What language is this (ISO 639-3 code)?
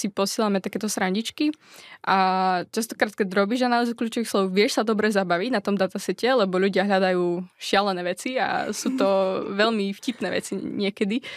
slk